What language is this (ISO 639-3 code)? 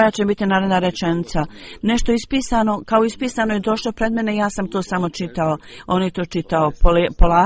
bos